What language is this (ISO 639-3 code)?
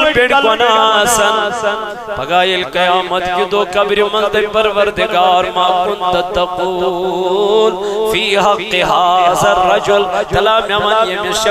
kas